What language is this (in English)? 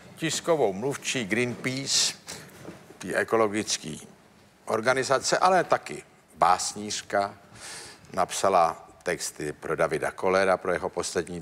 Czech